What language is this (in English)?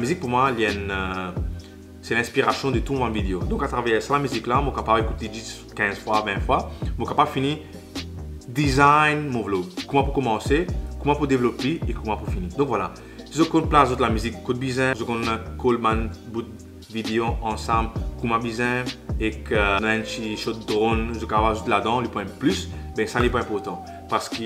Morisyen